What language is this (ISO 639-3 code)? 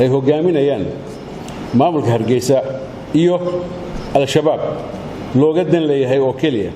som